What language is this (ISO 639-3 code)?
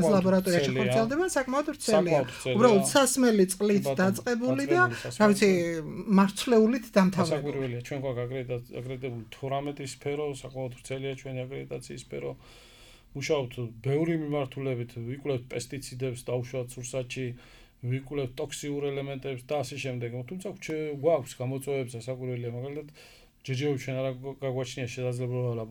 kat